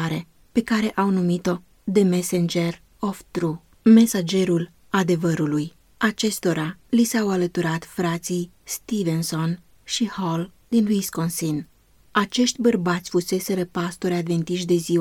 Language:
Romanian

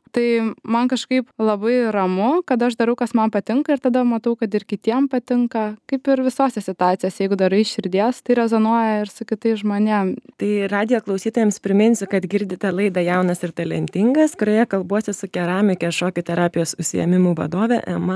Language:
Lithuanian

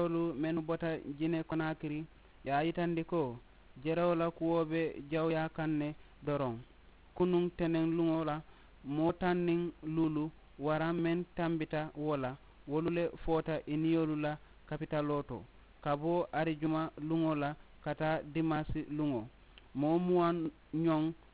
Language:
Mandingo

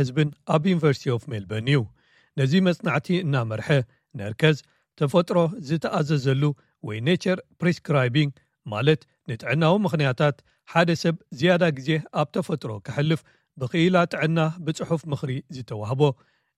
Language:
Tigrinya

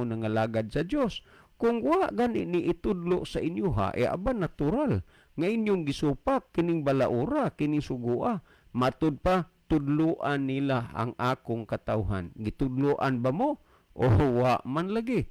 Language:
Cebuano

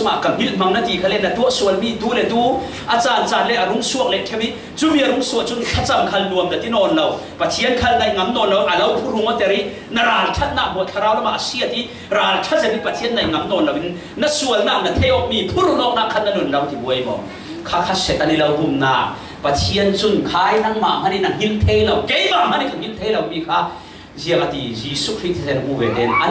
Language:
Falam Chin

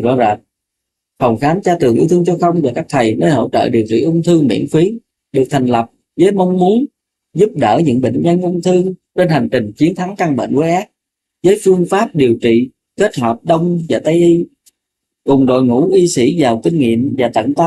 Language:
Vietnamese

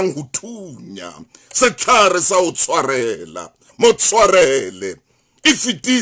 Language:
Southern Sotho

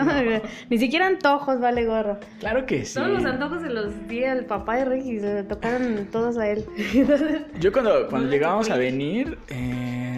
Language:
Spanish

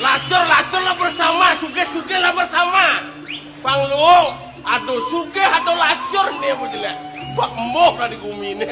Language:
Balinese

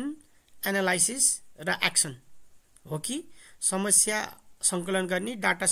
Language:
Nepali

